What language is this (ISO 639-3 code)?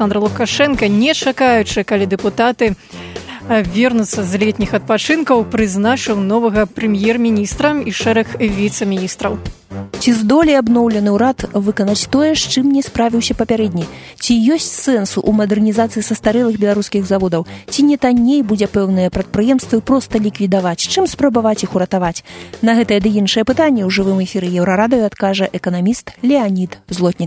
bel